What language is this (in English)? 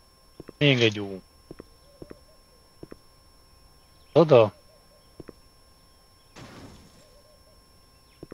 Hungarian